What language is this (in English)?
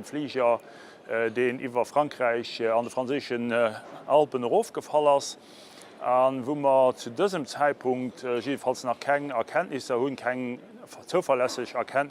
Luxembourgish